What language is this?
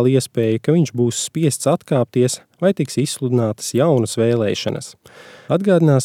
Latvian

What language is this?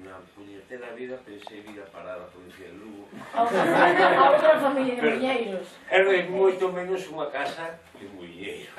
Galician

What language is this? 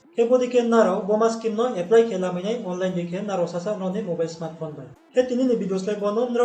Riang (India)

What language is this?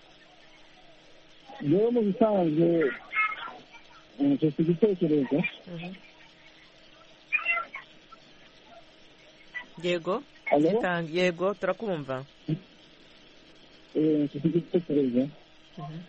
Kinyarwanda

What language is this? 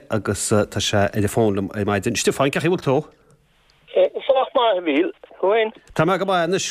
Irish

